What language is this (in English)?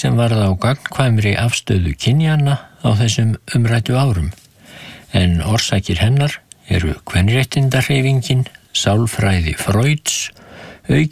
Icelandic